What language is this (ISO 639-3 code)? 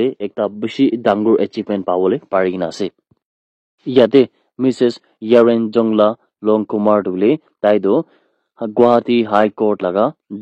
nag